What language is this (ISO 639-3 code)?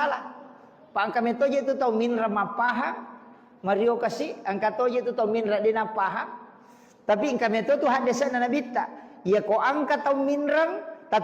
bug